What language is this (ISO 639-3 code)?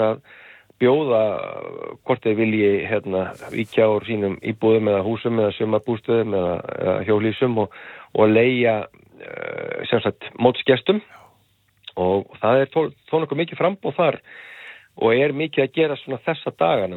isl